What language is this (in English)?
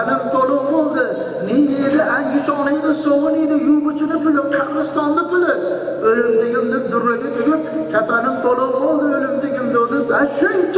Uzbek